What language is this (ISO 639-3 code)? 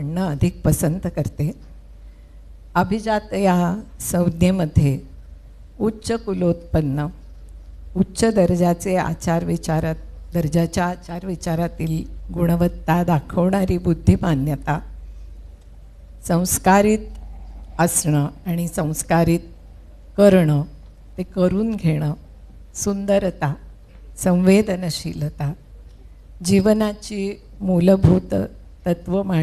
mar